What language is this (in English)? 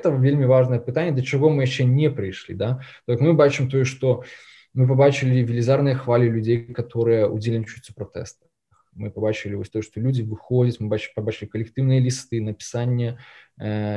Belarusian